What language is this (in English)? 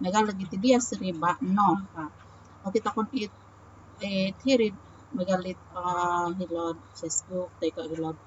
Central Dusun